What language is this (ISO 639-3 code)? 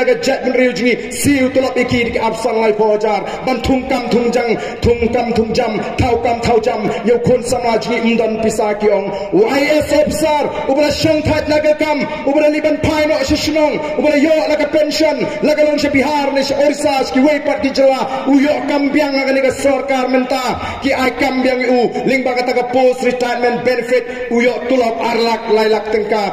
kha